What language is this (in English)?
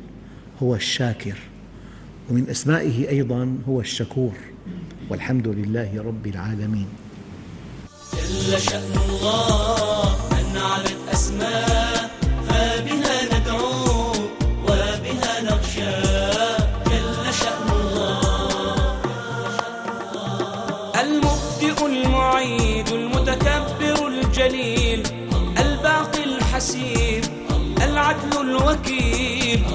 Arabic